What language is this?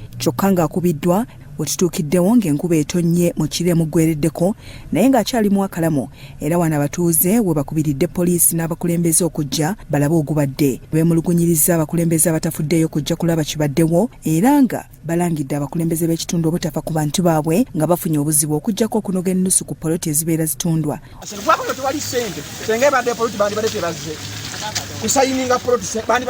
Ganda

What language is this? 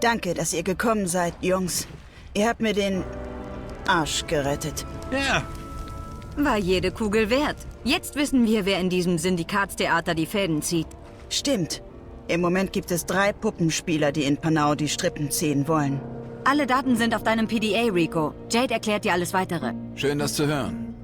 Bavarian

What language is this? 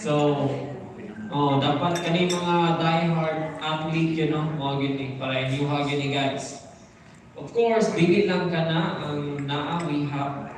Cebuano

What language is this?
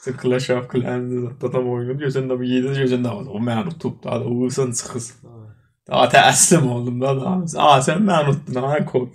South Azerbaijani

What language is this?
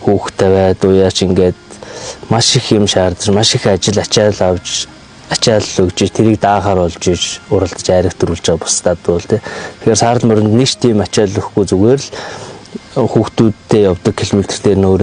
Mongolian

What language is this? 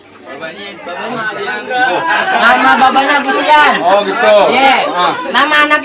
Betawi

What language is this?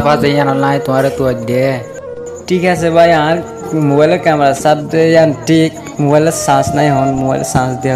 Rohingya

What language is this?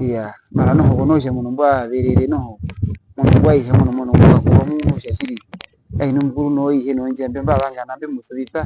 Herero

